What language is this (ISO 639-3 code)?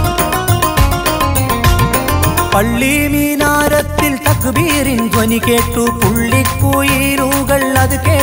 mal